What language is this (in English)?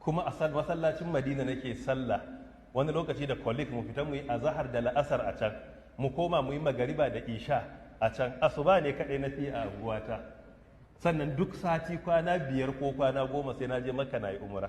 Hausa